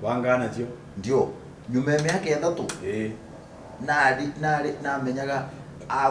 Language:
Meru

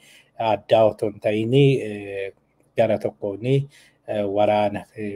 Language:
Oromo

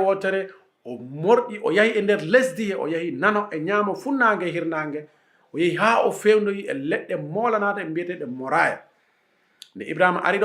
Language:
Fula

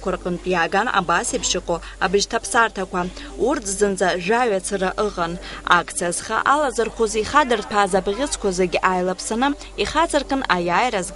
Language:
Abkhazian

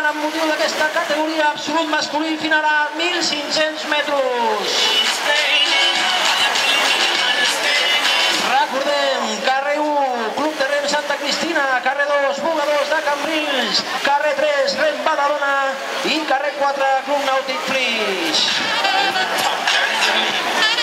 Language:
Catalan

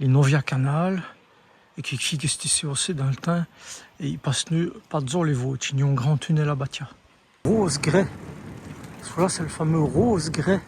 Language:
Walloon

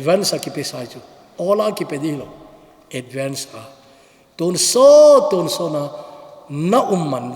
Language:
Thado Chin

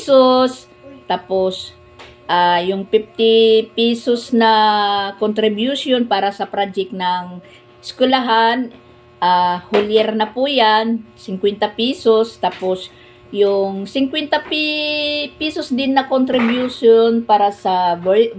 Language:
Filipino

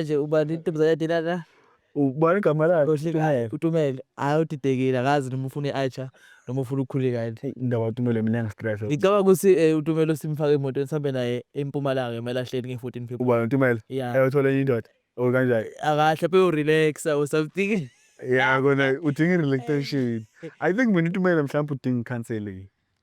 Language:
Zulu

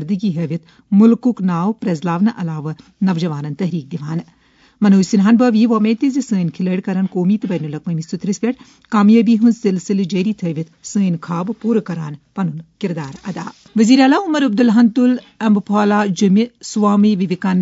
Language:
Kashmiri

